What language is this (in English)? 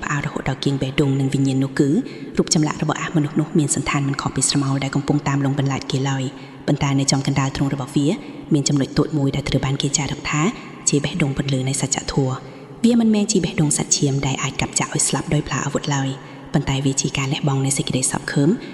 Khmer